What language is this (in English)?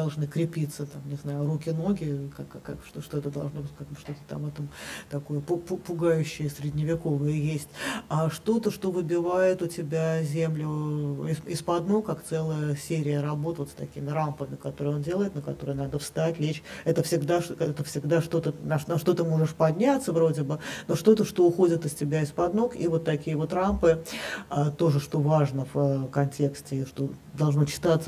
Russian